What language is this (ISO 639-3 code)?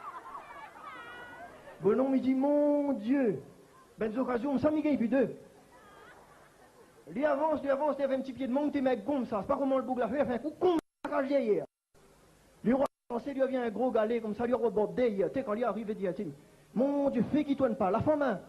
rcf